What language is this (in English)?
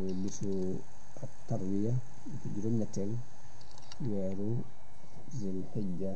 Wolof